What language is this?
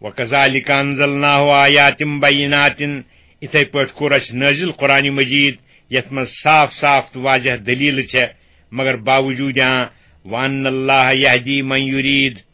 Kashmiri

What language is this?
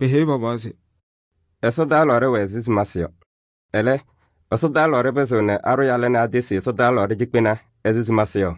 Kabiyè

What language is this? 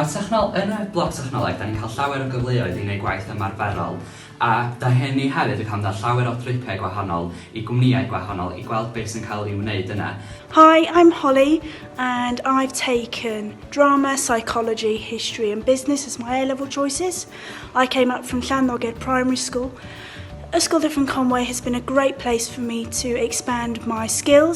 Welsh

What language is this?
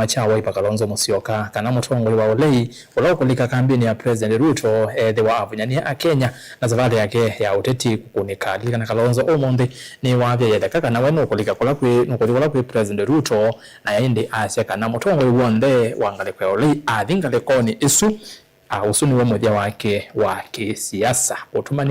Kamba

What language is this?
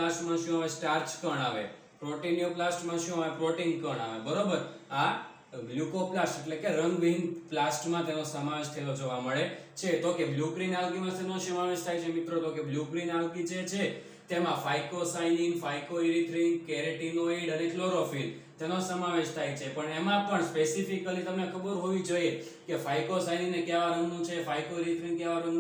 Gujarati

